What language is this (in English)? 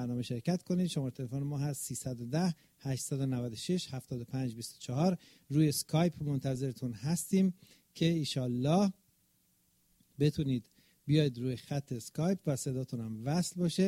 Persian